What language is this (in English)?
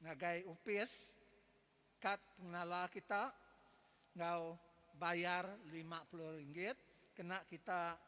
Iban